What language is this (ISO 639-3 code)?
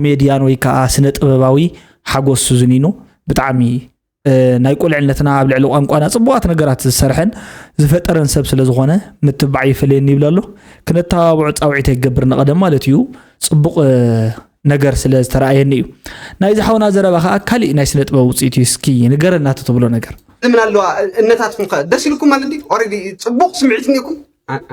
tir